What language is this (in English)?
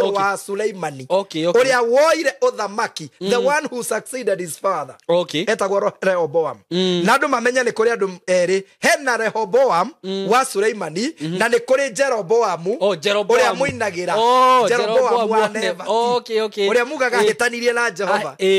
Kikuyu